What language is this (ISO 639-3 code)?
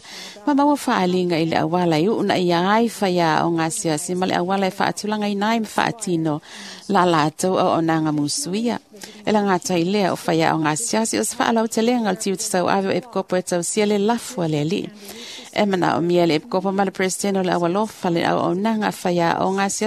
smo